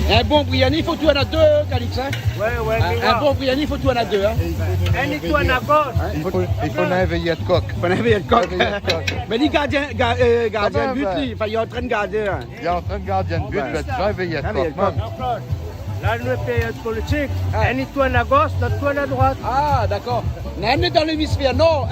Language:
Réunion Creole French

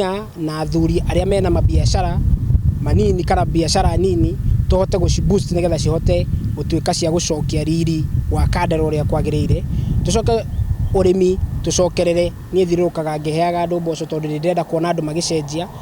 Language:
Kikuyu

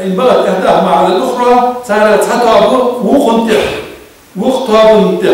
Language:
Ingush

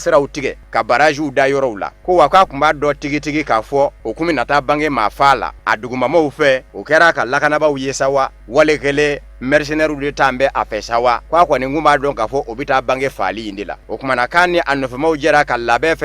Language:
Bambara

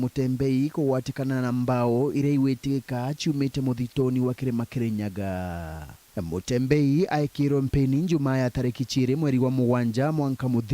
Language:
Meru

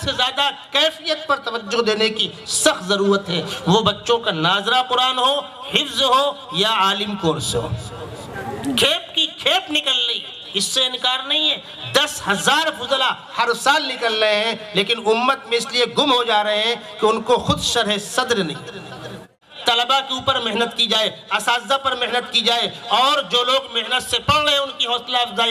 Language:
Urdu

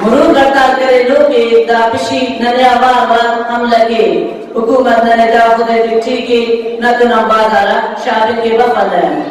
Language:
Brahui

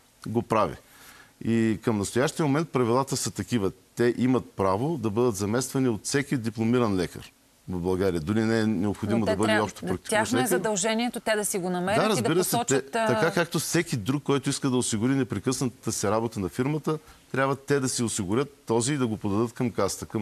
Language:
Bulgarian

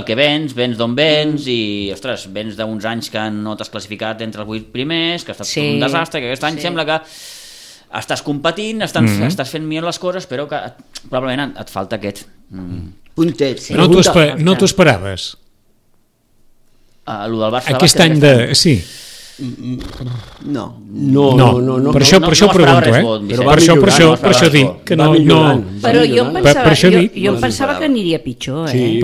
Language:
Catalan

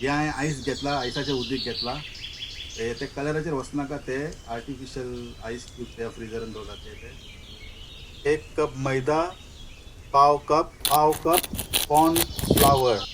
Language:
Konkani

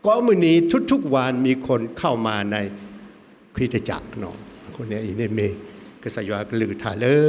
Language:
S'gaw Karen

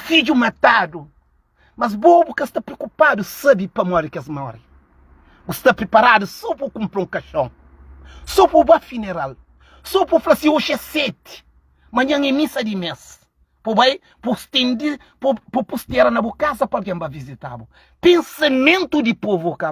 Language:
Kabuverdianu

